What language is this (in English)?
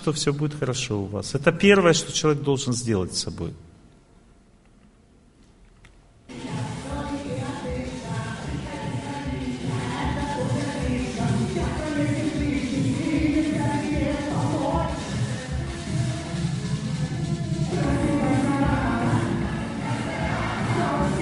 Russian